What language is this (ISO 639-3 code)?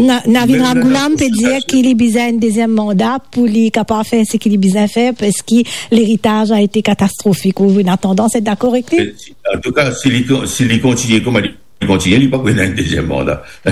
mfe